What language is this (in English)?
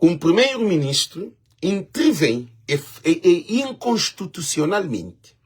Kabuverdianu